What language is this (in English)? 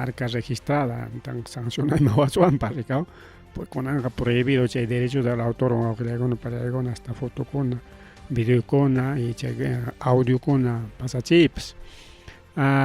Ayacucho Quechua